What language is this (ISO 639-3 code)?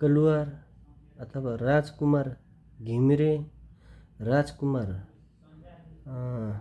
nep